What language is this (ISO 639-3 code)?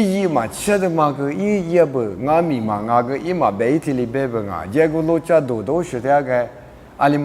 lis